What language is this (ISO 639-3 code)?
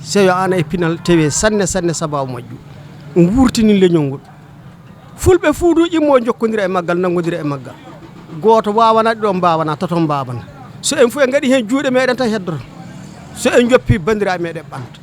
ful